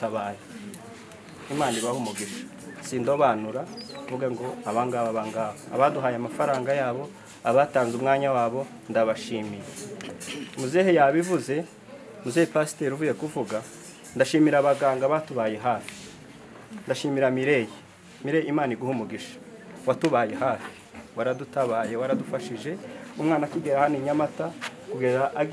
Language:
Kinyarwanda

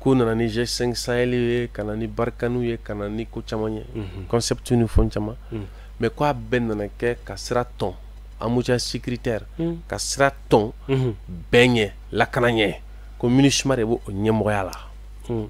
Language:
Bambara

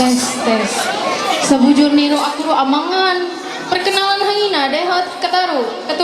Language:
Ma'anyan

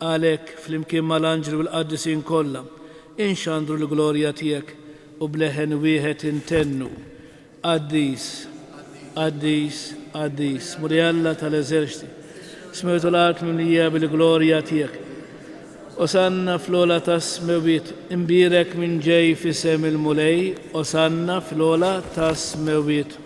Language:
Maltese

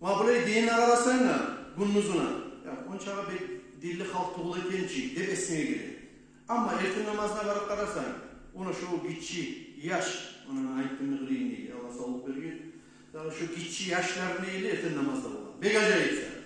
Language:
Kumyk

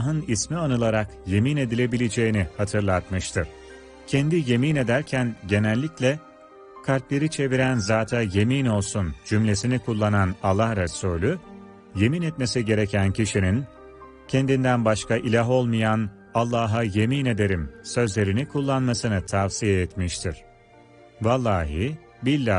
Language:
Turkish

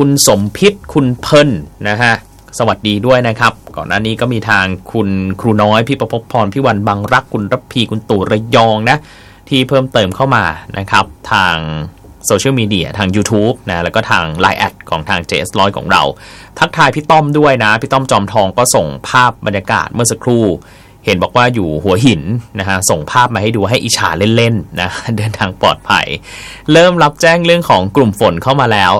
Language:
Thai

